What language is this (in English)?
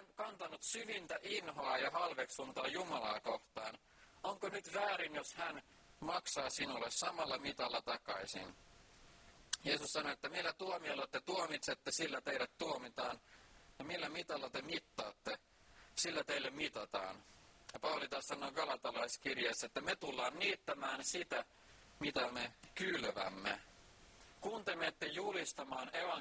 Finnish